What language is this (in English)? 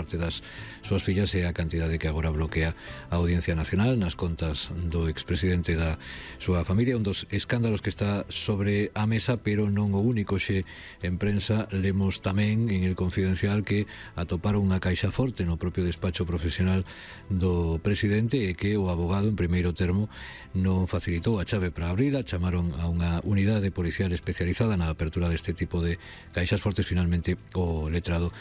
Galician